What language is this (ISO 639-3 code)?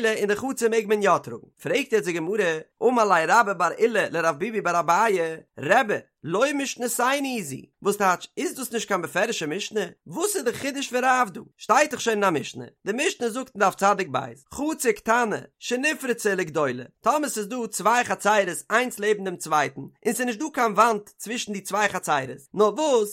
yid